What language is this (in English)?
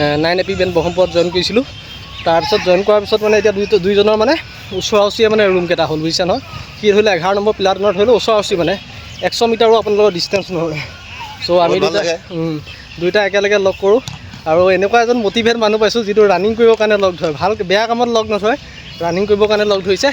Assamese